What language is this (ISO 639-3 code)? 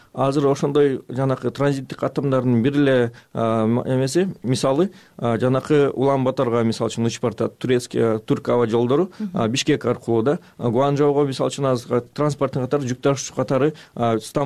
kir